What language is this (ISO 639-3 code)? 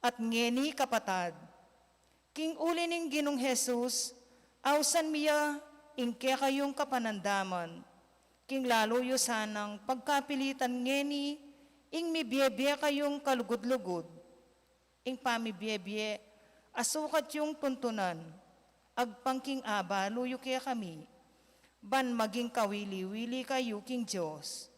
pam